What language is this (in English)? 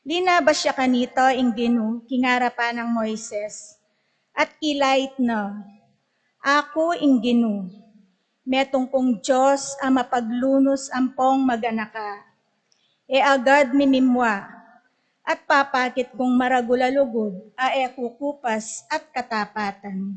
Pampanga